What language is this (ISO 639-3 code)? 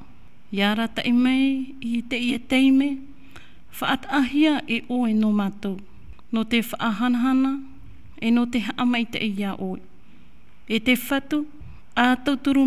tah